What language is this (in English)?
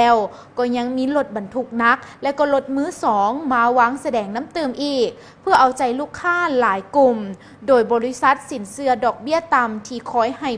Lao